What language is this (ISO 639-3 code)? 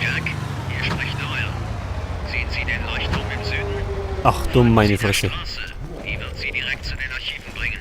bar